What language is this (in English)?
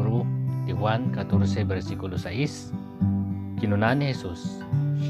Iloko